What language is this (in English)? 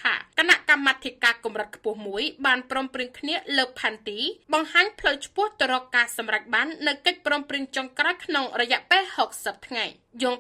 Khmer